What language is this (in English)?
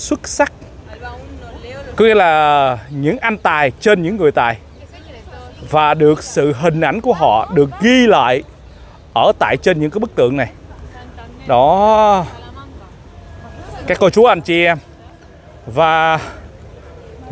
Vietnamese